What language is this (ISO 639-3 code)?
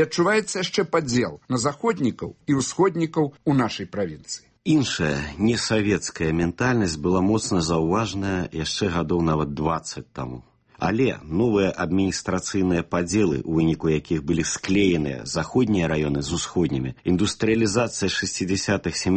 bel